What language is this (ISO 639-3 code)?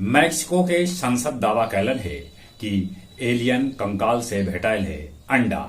mag